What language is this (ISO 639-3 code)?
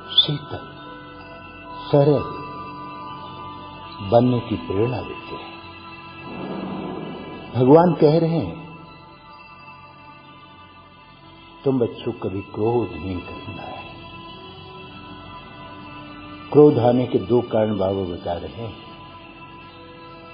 hin